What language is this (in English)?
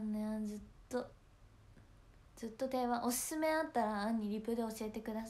Japanese